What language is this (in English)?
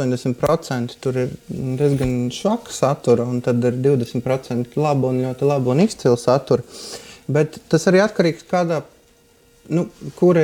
Latvian